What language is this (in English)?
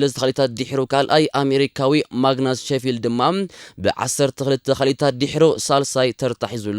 Tigrinya